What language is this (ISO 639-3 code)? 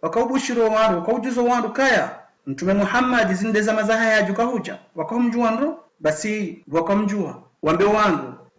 zdj